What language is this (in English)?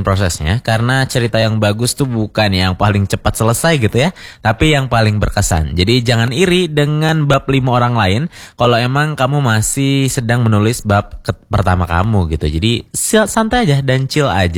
Indonesian